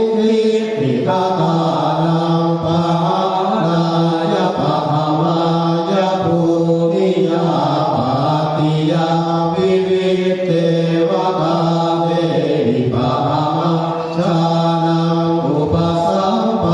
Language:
Pali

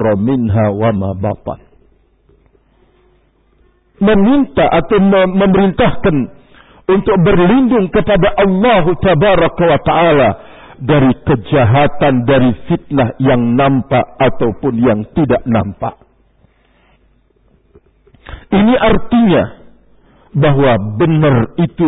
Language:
Indonesian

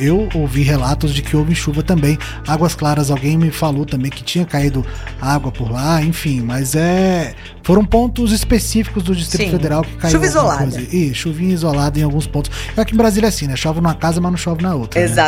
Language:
Portuguese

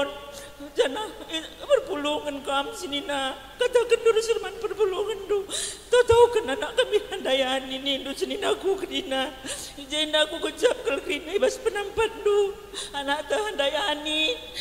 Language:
Batak Karo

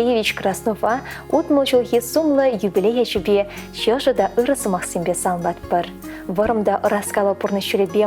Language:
Chuvash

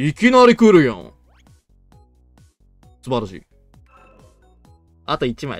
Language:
Japanese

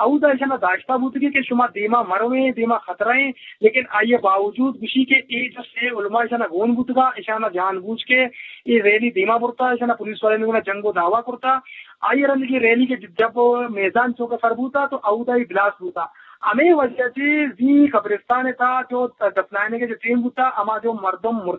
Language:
Eastern Balochi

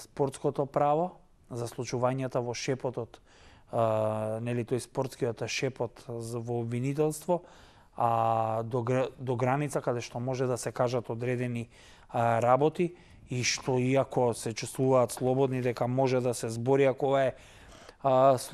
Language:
Macedonian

